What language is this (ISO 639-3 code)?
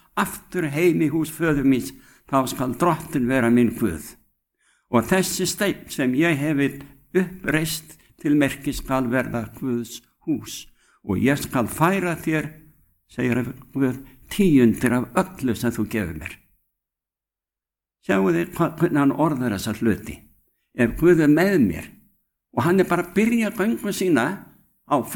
isl